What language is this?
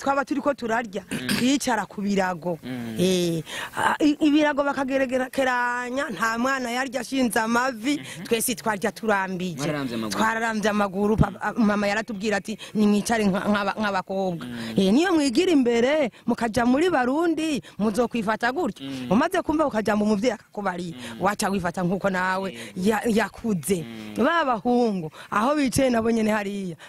Rundi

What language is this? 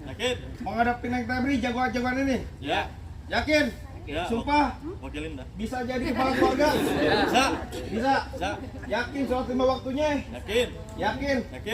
Betawi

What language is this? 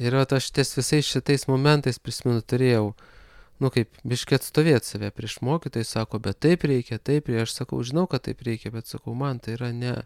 Lithuanian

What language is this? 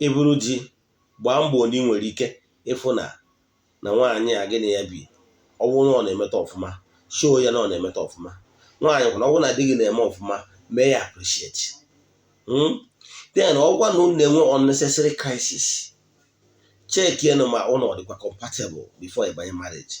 Igbo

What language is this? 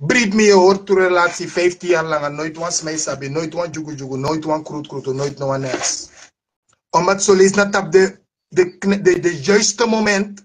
Sranan Tongo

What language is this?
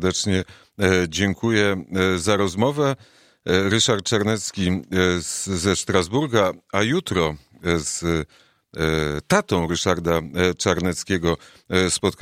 Polish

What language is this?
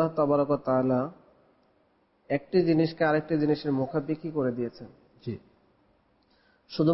Bangla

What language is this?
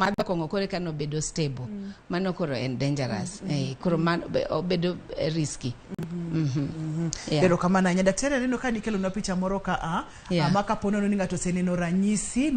Luo (Kenya and Tanzania)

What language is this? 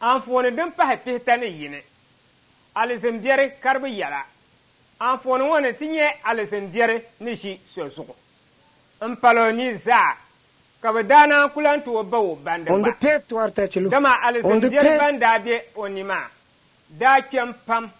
Dagbani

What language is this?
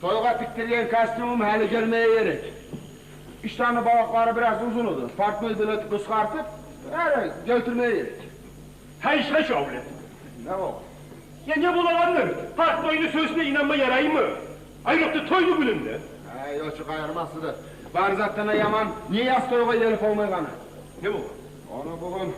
Kumyk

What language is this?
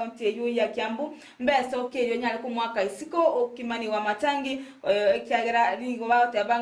Gusii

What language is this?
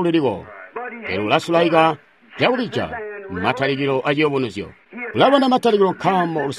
Tonga (Zambia)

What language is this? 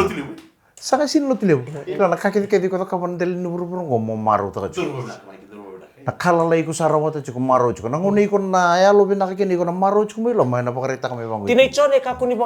Fijian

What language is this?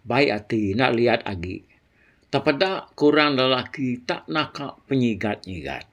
Iban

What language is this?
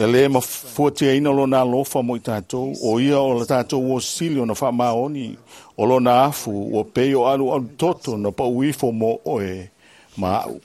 Samoan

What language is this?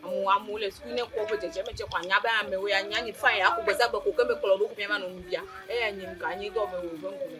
Ewe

